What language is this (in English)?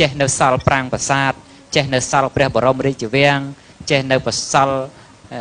Khmer